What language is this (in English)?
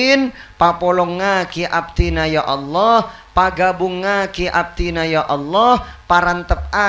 Madurese